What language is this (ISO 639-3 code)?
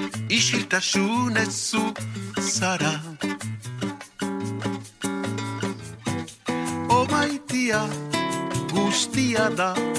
eus